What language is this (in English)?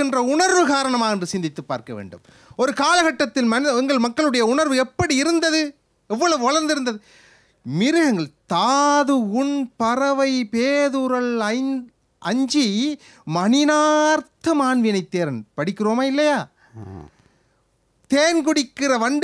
Tamil